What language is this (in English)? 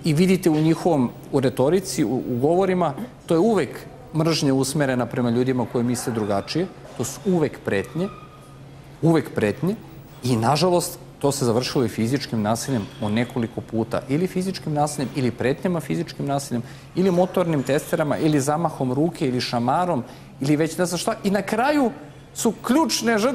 Serbian